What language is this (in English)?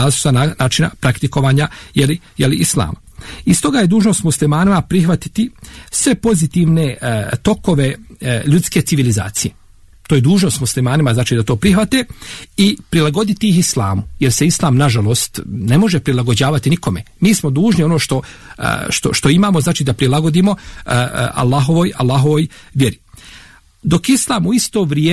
Bosnian